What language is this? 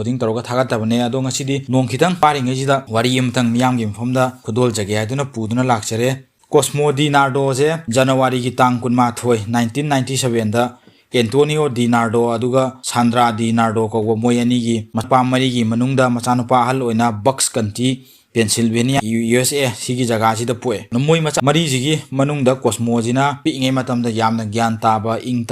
Manipuri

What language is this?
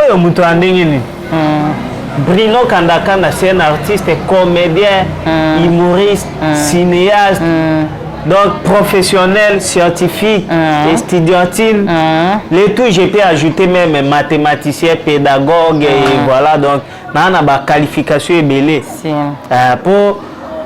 Lingala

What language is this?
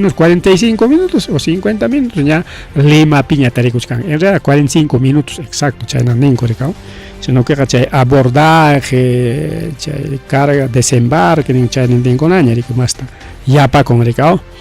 Ayacucho Quechua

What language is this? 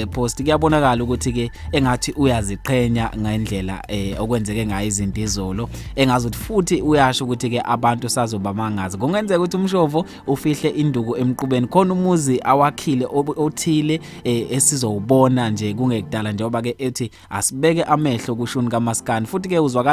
Zulu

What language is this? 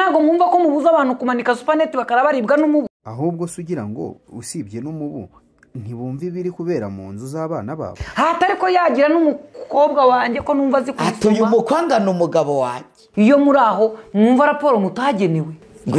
Kinyarwanda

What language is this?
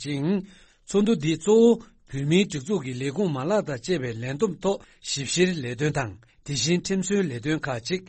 Tibetan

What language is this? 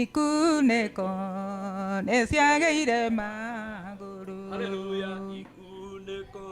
Kikuyu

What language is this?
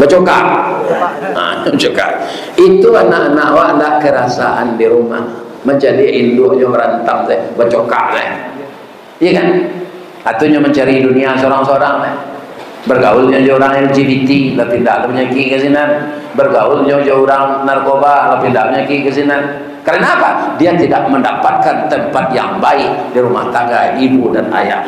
Minangkabau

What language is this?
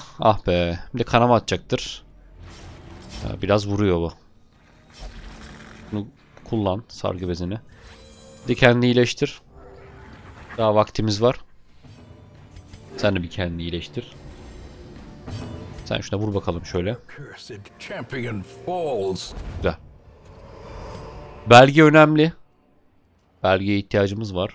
Turkish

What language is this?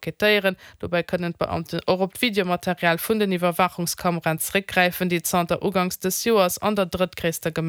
Luxembourgish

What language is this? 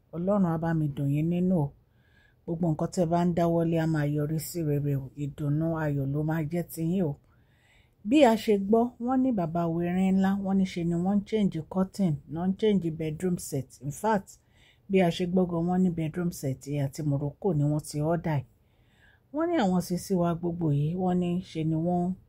Yoruba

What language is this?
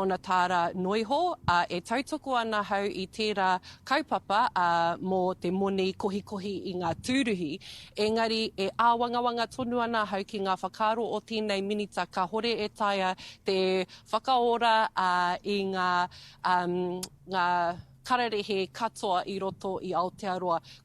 Māori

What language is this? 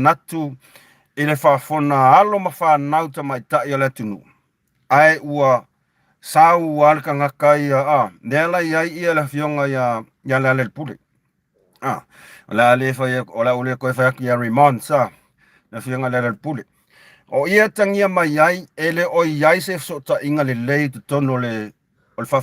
Samoan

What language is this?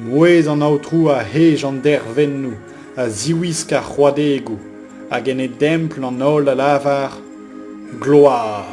Breton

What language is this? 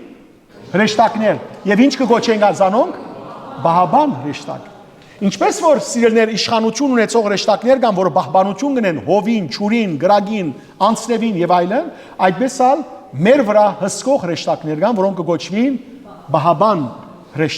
Western Armenian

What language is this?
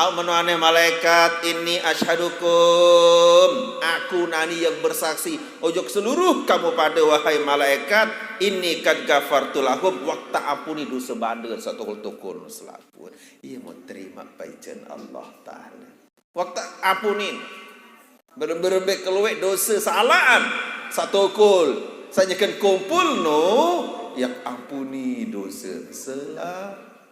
Sasak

